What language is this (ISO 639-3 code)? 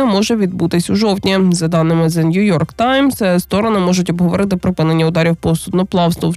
ukr